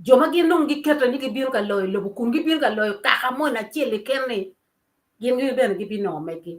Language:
Acoli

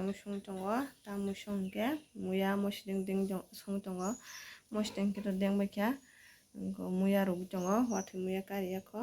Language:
Kok Borok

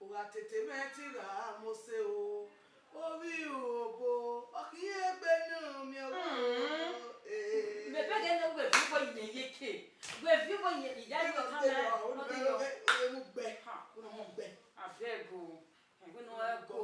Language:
Bini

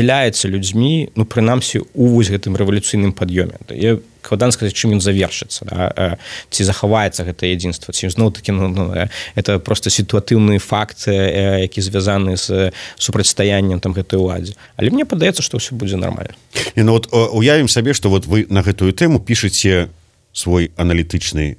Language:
Belarusian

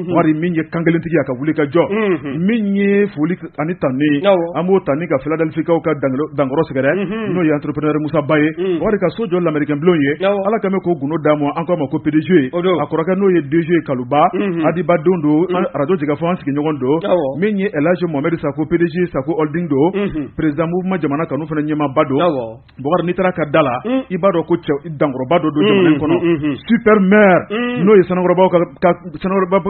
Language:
Bambara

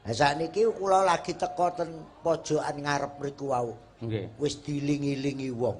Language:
Javanese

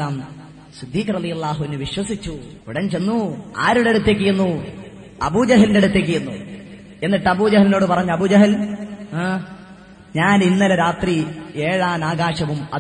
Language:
Malayalam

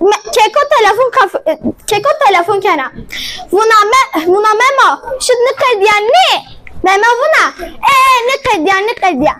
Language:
Zaza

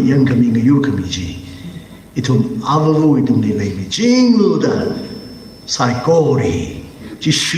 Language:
Tangkhul Naga (India)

